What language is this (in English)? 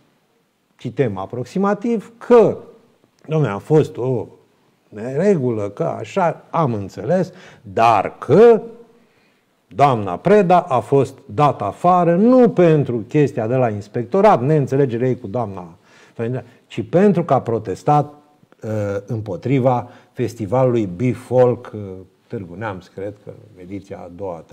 Romanian